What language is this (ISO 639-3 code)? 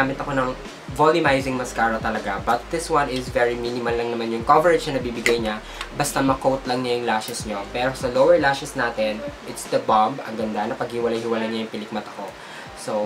fil